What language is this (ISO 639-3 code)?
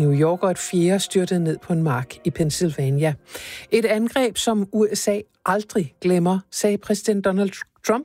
dan